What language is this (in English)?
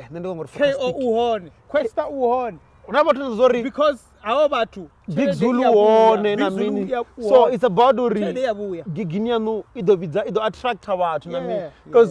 Venda